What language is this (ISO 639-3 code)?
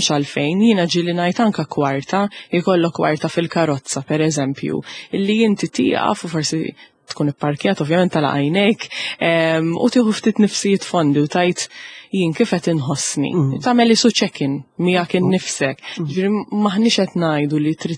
mlt